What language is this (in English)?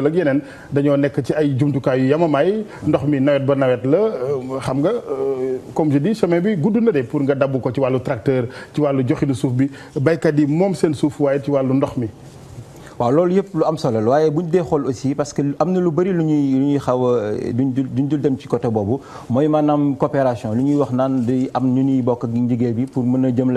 Wolof